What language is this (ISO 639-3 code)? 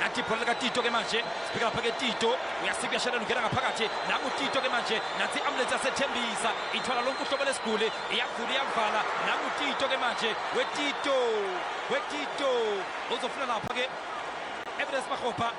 zul